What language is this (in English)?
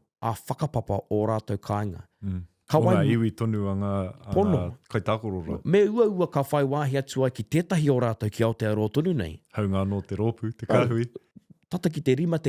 Māori